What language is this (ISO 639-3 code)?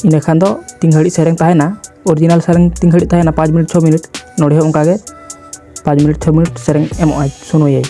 sat